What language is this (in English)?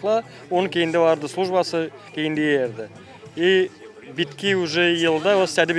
Gagauz